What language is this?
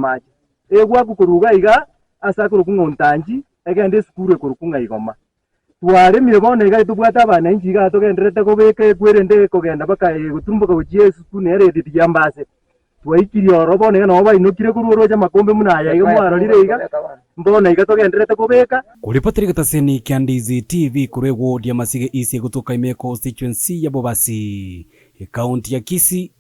Gusii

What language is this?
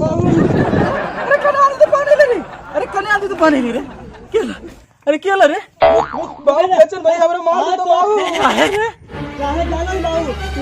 Magahi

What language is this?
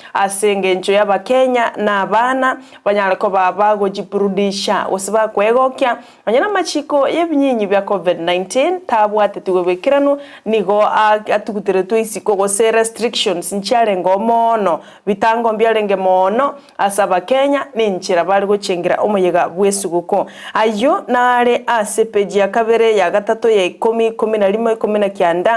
Gusii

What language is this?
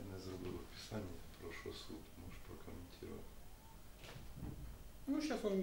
Ukrainian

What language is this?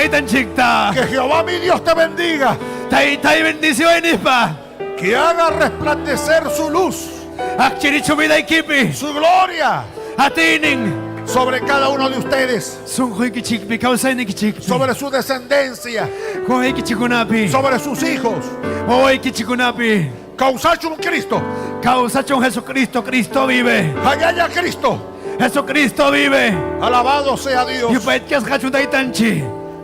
Ayacucho Quechua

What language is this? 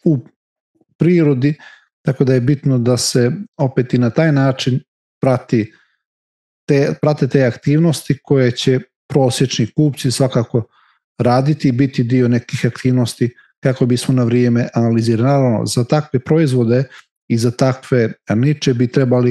Serbian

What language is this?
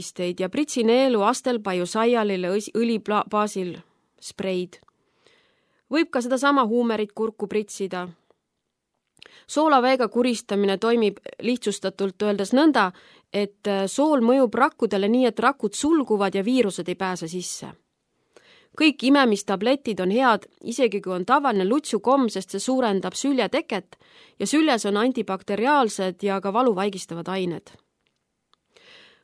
Estonian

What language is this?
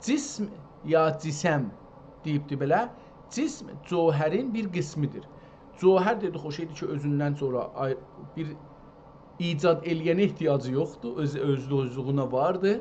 South Azerbaijani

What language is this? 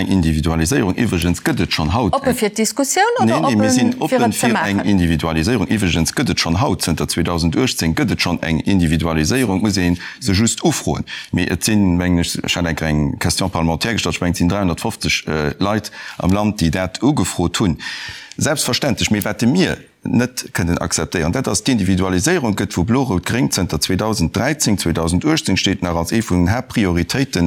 Luxembourgish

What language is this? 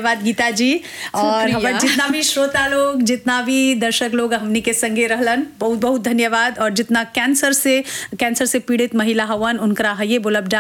Bhojpuri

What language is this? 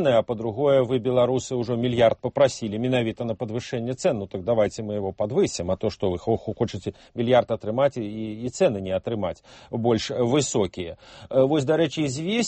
Belarusian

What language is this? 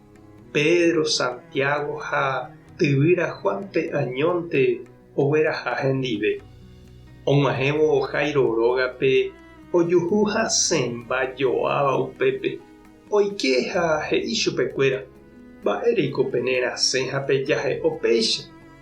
Guarani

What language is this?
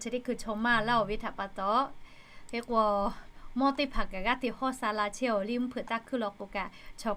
Lahu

